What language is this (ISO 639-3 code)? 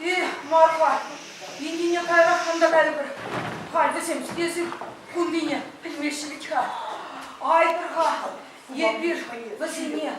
chv